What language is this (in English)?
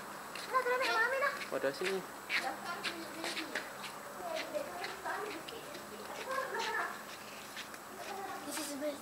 Malay